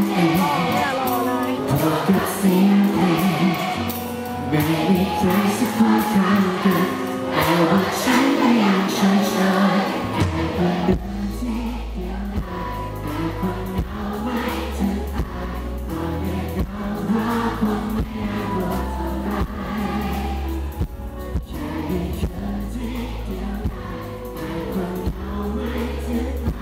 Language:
Thai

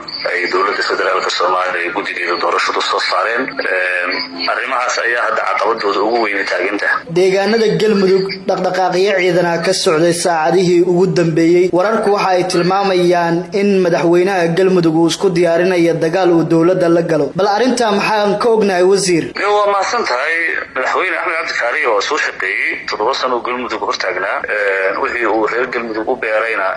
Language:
Somali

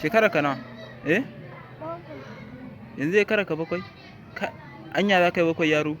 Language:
Hausa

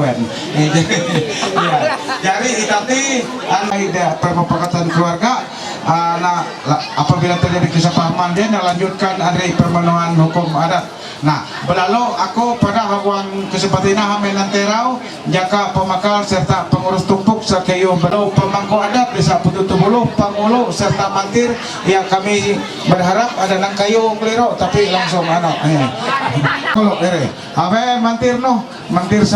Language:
Ma'anyan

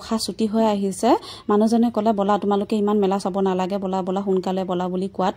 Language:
Assamese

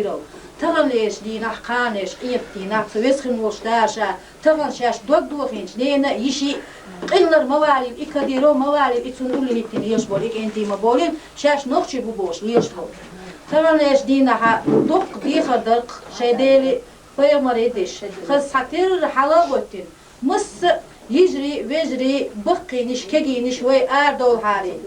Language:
Chechen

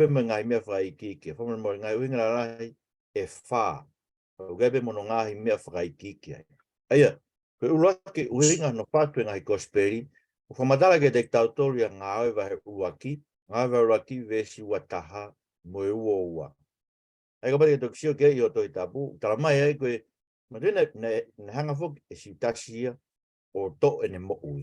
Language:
Tongan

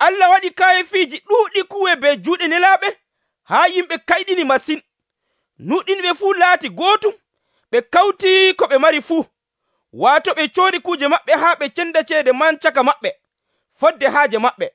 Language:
Nigerian Fulfulde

